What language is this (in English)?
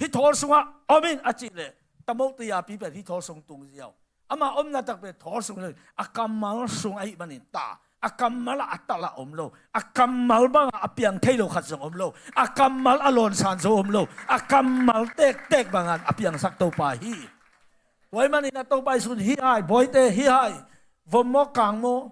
Tedim Chin